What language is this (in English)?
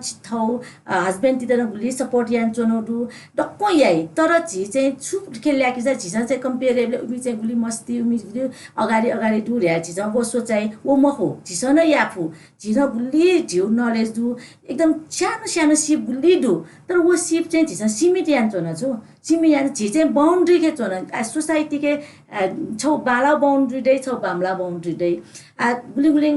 Newari